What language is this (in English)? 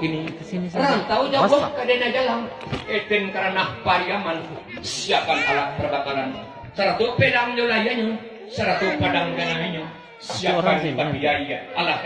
Minangkabau